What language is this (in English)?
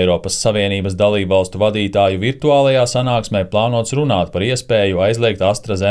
Latvian